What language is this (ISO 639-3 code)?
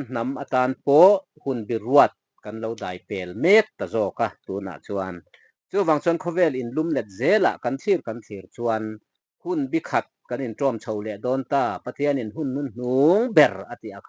lus